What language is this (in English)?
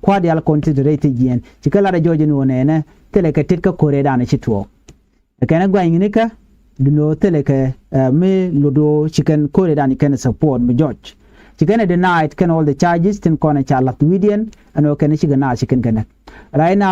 Nuer